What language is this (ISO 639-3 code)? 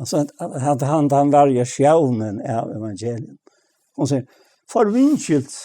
fao